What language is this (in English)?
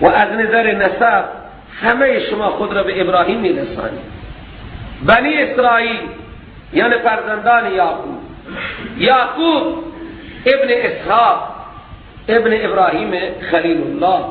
Persian